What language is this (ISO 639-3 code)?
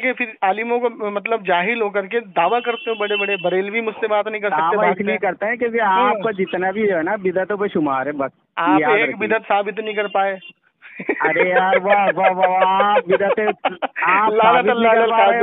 urd